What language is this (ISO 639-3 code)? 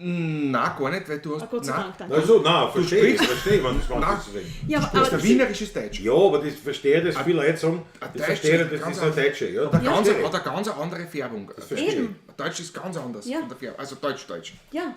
bar